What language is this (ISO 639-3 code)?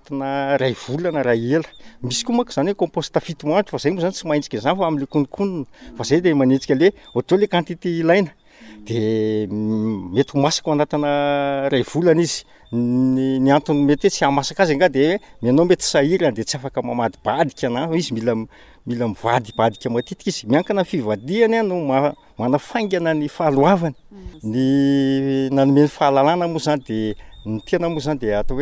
mlg